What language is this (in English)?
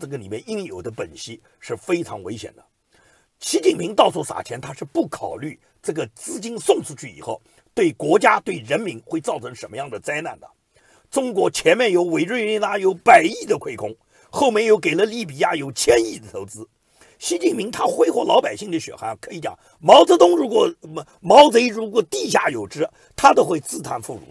Chinese